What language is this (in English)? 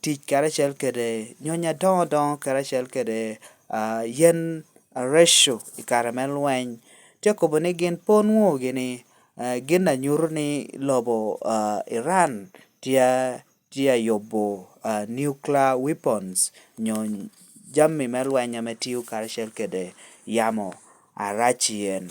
Lango (Uganda)